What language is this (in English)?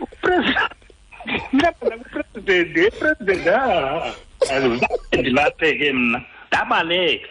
Xhosa